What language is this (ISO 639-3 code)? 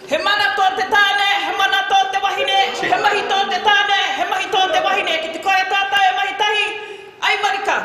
mri